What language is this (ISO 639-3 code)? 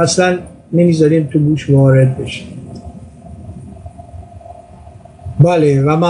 fas